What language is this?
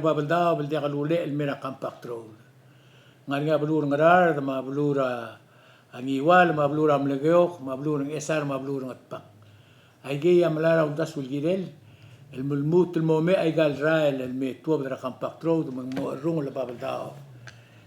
Palauan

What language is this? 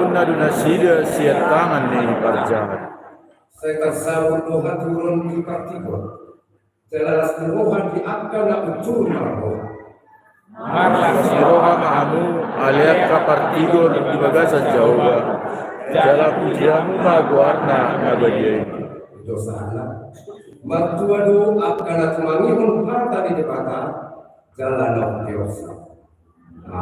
Batak Toba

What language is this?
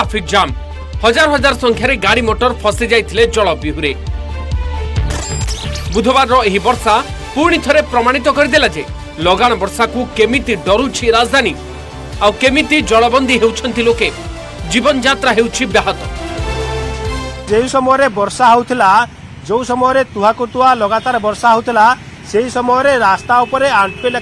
Odia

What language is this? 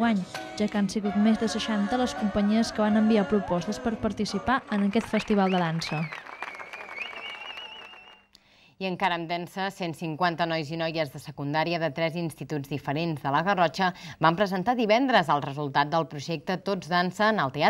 Catalan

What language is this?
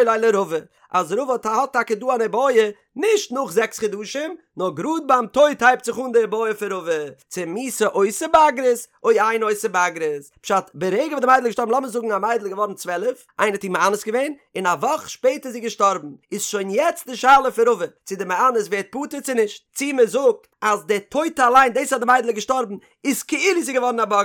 Yiddish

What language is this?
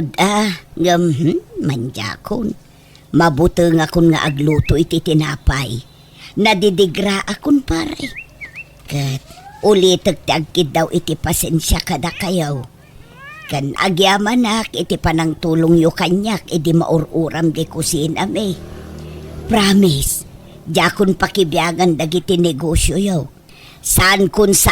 Iloko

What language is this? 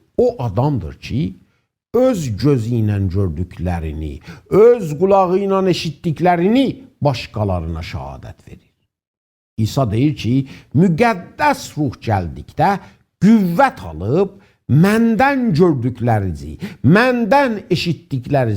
South Azerbaijani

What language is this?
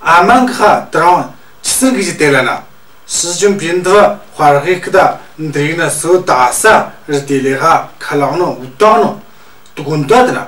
Tu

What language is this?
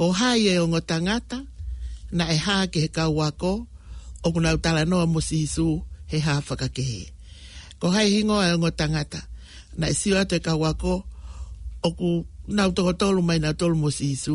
Tongan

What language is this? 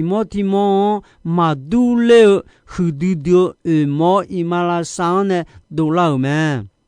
Akha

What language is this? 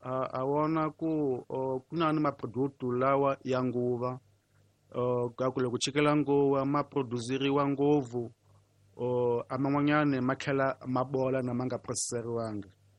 Tsonga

